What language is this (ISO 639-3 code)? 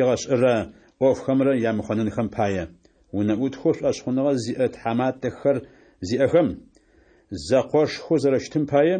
ady